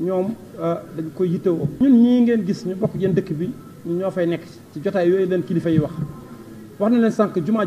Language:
Wolof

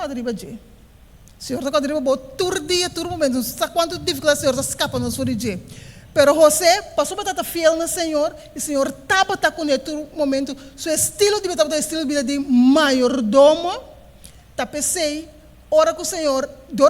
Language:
Papiamento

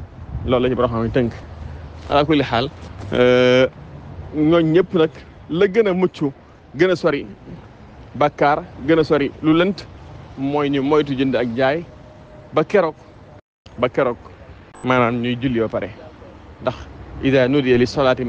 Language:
Wolof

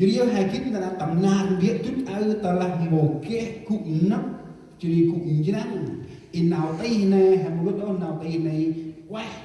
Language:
Central Mnong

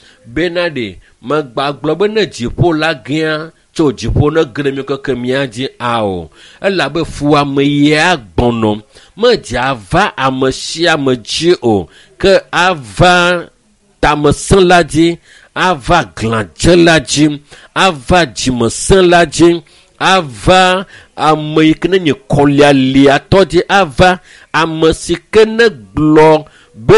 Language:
Ewe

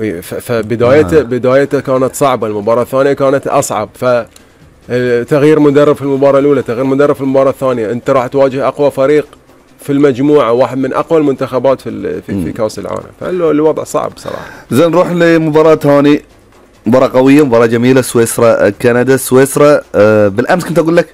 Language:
Gulf Arabic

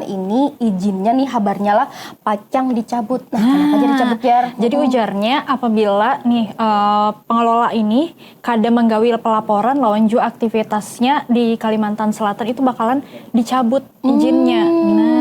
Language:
Banjar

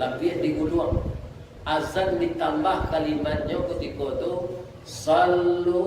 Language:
Minangkabau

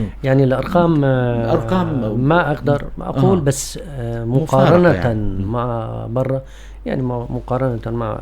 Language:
North Levantine Arabic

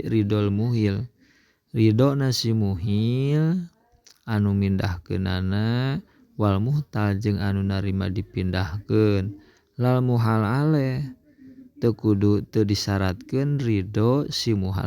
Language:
Sundanese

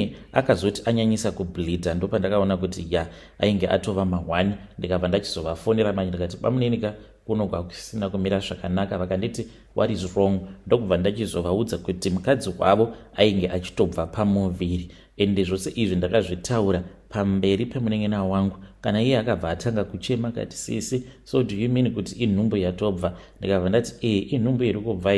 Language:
Shona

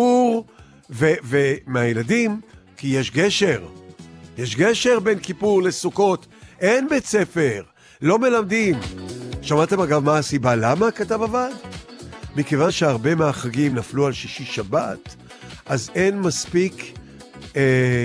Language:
Hebrew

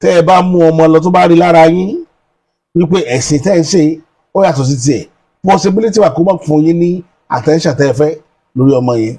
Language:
Yoruba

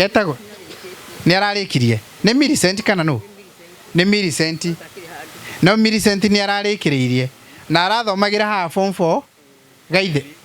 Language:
Kikuyu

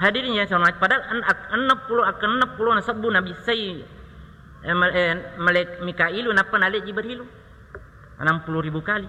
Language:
Buginese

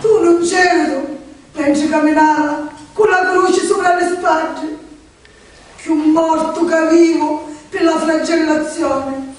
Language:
Sicilian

